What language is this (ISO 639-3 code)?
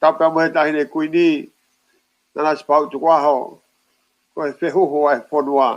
ton